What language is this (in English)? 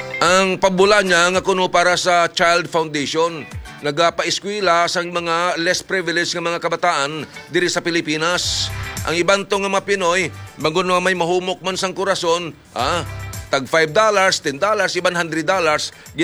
Hiligaynon